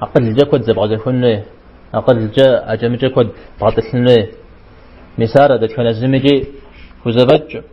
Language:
Kabardian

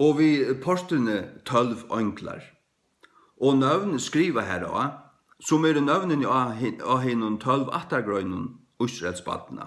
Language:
Faroese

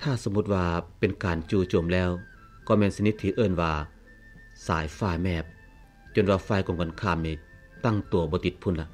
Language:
Lao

